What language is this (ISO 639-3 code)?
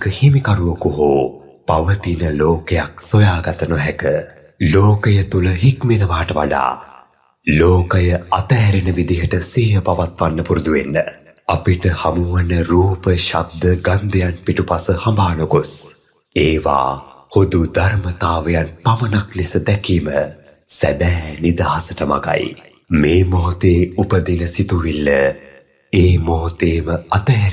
sin